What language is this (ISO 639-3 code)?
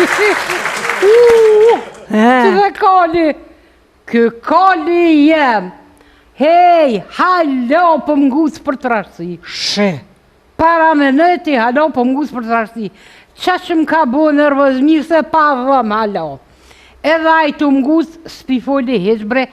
sqi